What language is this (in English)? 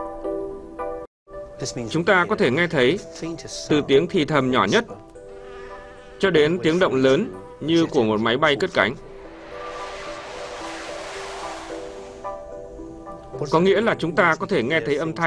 Vietnamese